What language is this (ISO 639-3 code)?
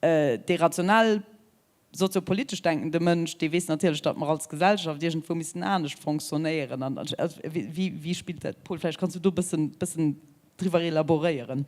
ltz